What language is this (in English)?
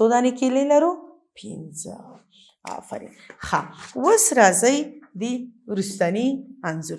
Pashto